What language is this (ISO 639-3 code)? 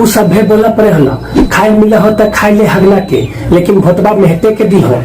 mag